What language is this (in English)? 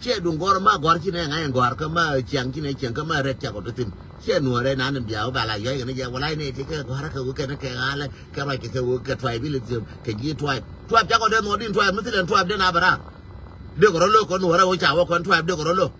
Nuer